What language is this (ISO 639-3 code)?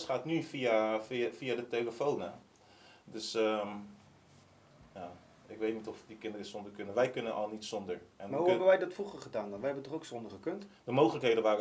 nld